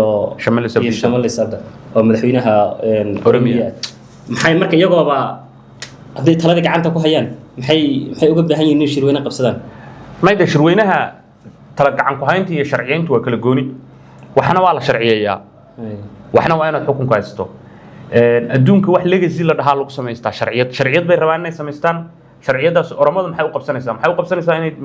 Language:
Somali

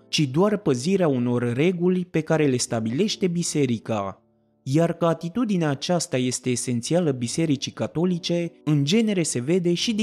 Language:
Romanian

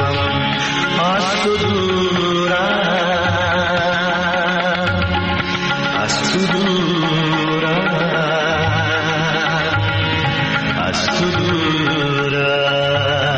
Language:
Persian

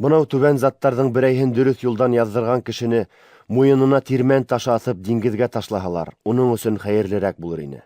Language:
Bashkir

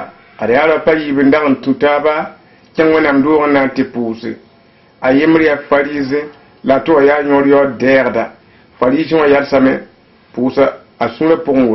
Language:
Mossi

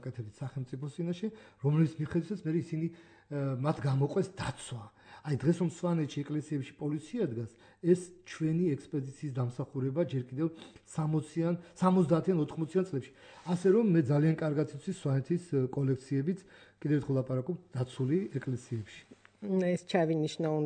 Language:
Georgian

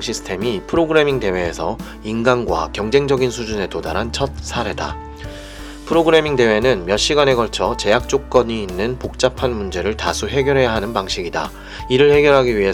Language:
Korean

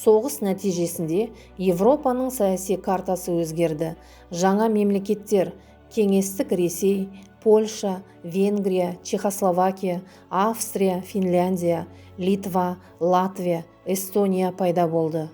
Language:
Kazakh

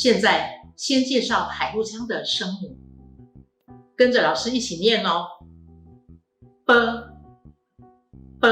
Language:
Hakka Chinese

